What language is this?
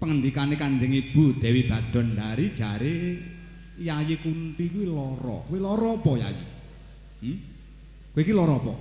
Javanese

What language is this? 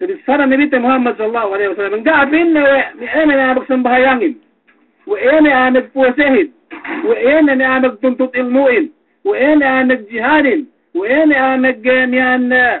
Yakan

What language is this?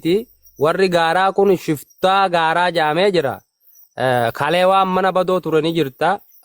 Oromo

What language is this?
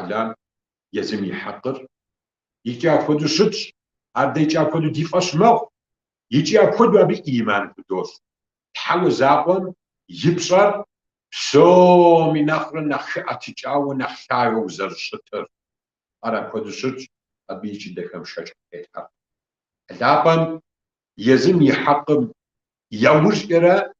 Kabardian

